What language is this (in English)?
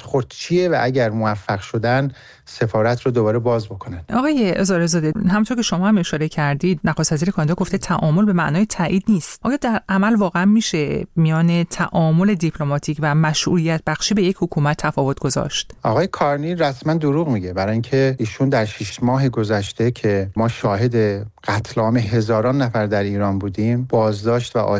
Persian